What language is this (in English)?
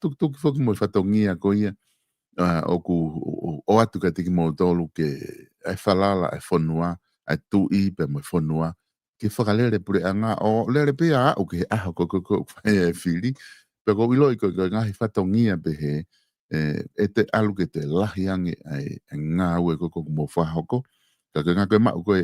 Tongan